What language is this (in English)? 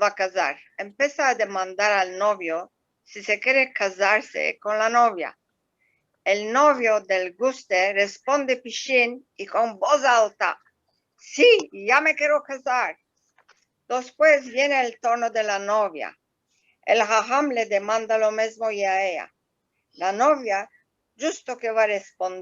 Ladino